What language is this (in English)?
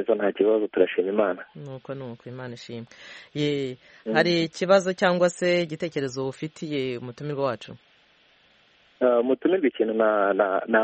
Kinyarwanda